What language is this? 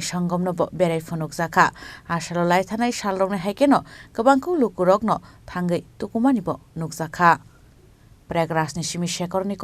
Kok Borok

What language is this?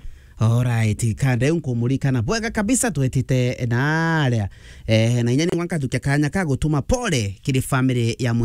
Meru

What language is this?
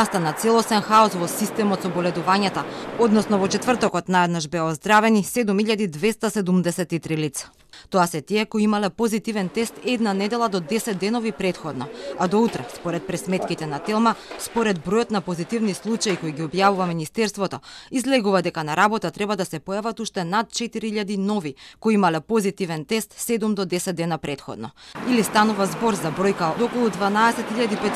Macedonian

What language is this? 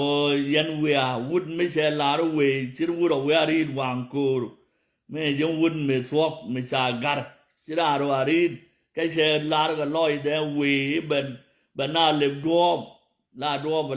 Nuer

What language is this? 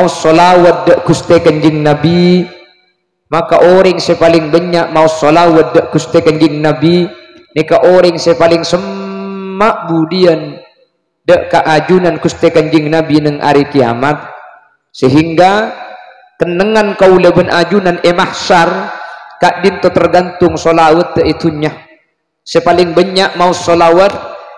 Madurese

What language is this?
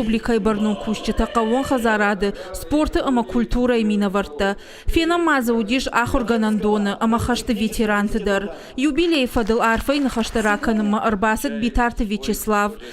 Ossetic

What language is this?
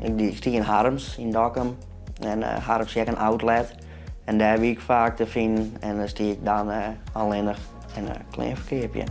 Western Frisian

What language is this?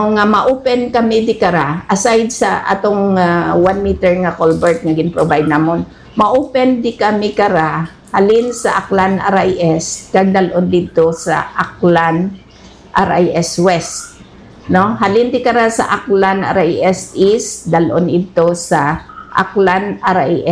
Hiligaynon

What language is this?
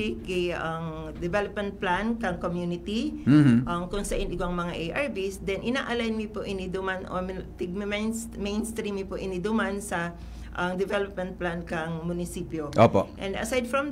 Bikol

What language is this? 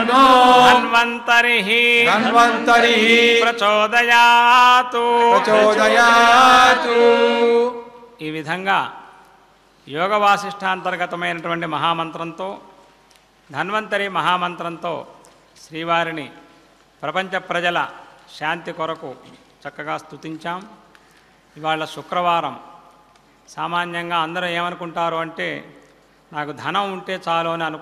Telugu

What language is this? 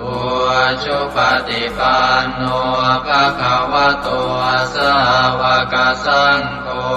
Pali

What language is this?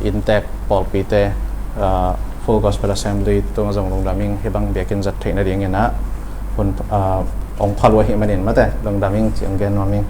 Tedim Chin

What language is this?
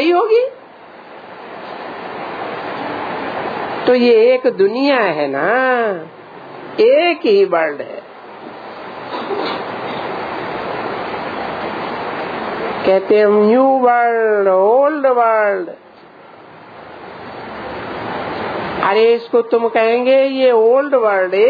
Hindi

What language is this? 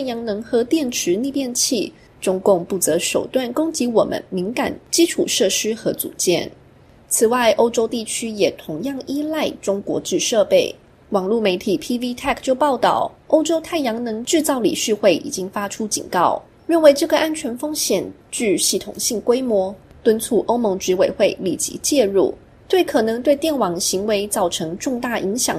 Chinese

